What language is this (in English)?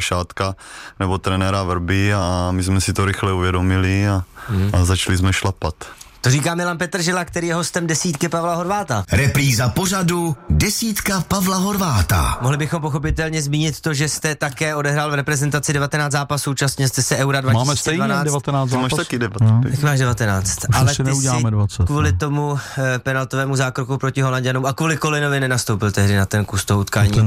Czech